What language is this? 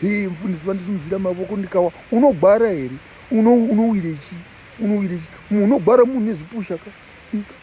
Shona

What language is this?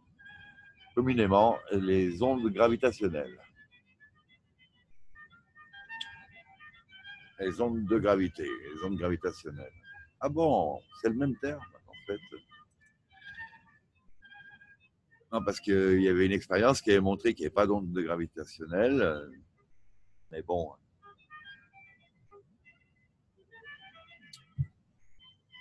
French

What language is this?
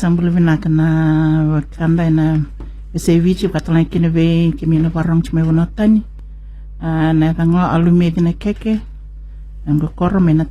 Fijian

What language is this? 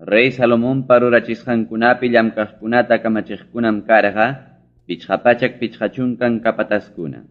Ayacucho Quechua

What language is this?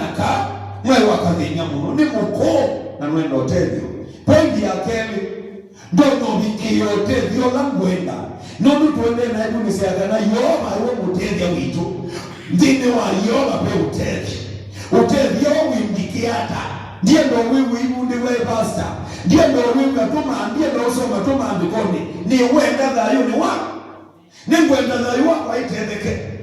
Kamba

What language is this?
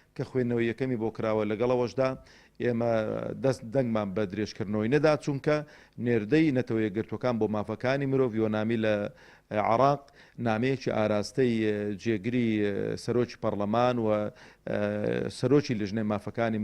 Central Kurdish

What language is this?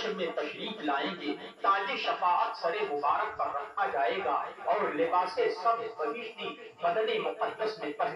Urdu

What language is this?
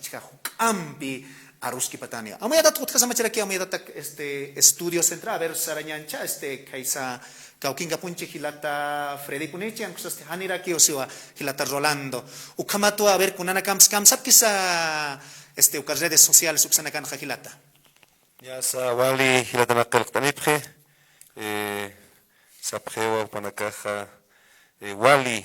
Aymara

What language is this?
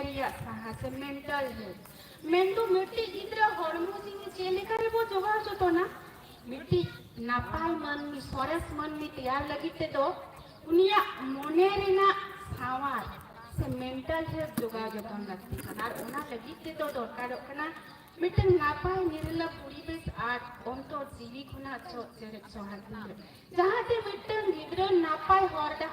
Santali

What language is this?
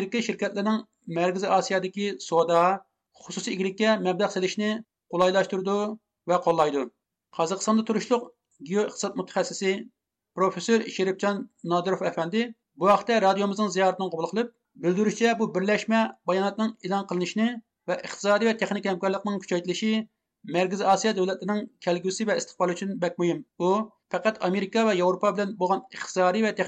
Uyghur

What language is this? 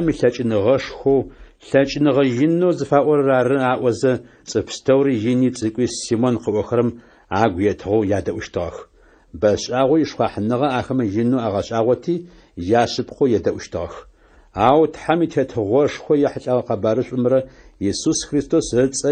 Adyghe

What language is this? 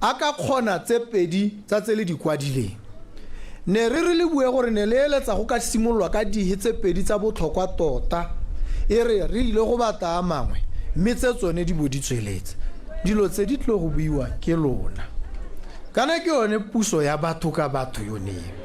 Tswana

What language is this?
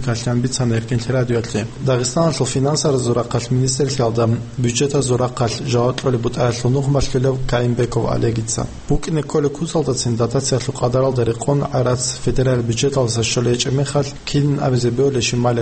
Avaric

